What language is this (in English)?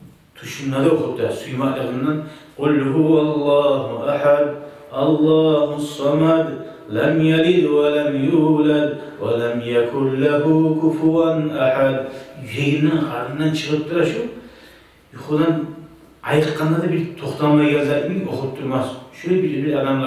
Kumyk